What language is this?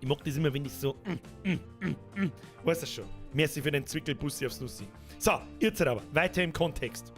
Bavarian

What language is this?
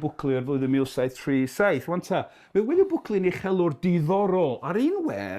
Welsh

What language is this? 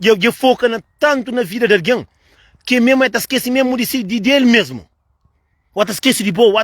Kabuverdianu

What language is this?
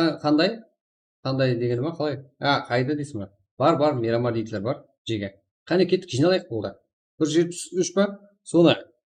Kara-Kalpak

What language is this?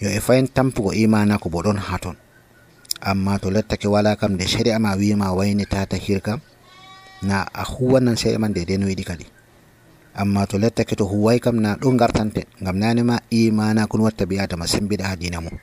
Nigerian Fulfulde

